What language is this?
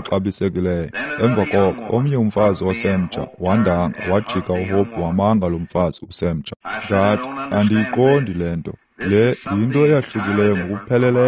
Xhosa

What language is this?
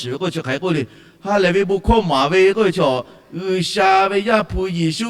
Lahu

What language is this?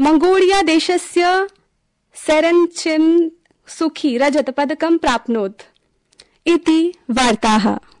Sanskrit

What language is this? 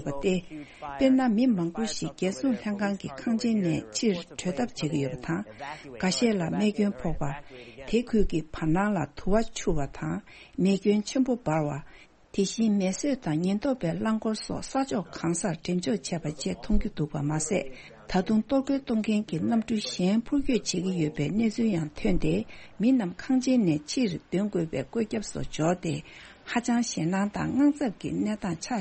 Tibetan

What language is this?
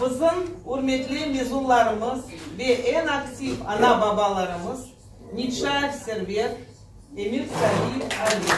Crimean Tatar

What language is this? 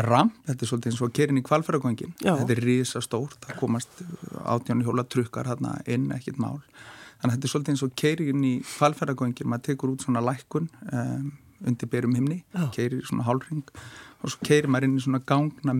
Icelandic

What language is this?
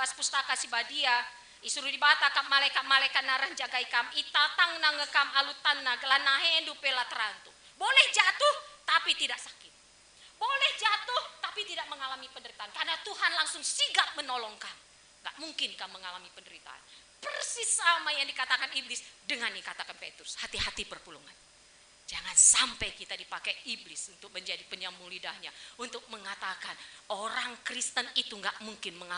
Batak Karo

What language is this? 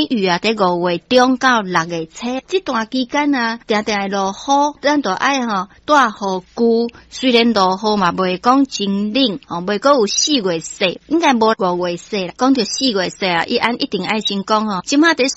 Min Nan Chinese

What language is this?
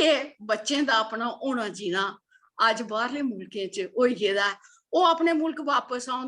Dogri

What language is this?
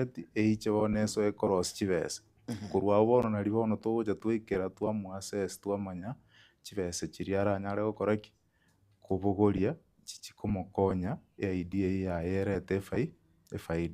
Gusii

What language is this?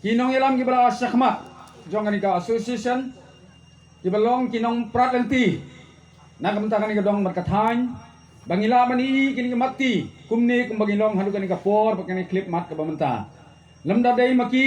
Khasi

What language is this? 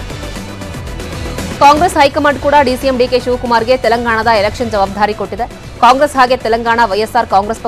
Kannada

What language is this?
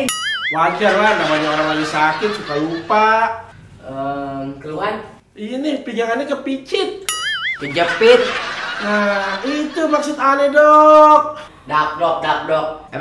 Betawi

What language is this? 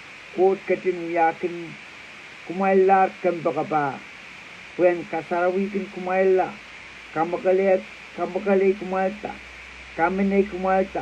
Pohnpeian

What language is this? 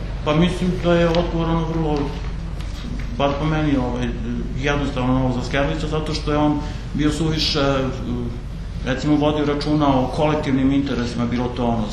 Serbian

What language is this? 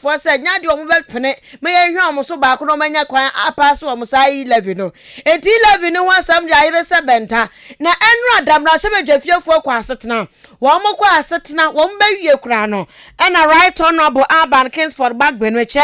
Akan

